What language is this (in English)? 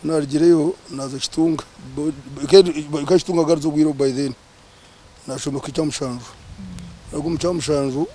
Nyankole